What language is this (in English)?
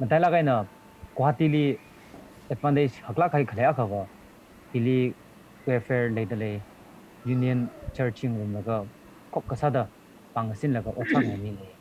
Tangkhul Naga (India)